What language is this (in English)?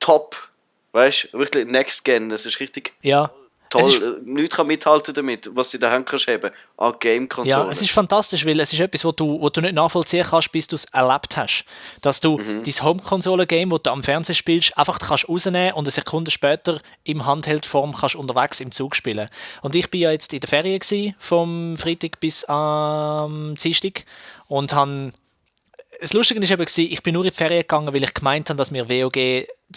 Swiss German